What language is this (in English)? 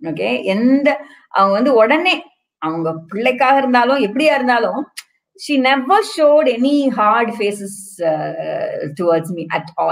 Tamil